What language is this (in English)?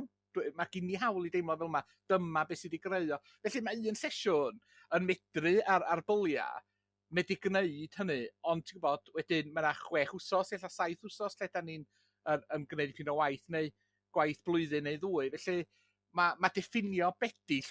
Welsh